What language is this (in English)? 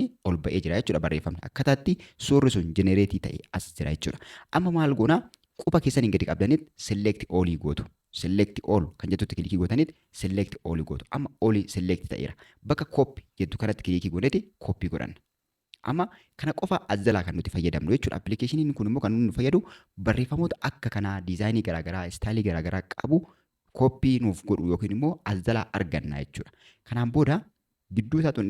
Oromo